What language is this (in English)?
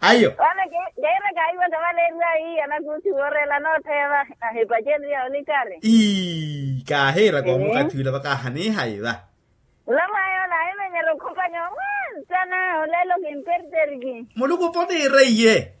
Makhuwa